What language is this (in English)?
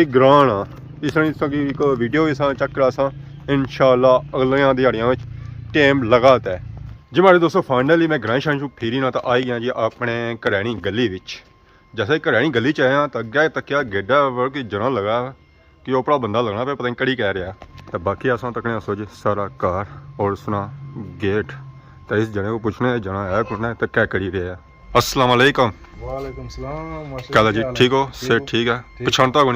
Pahari-Potwari